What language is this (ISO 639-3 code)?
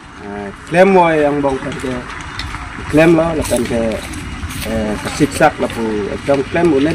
mjw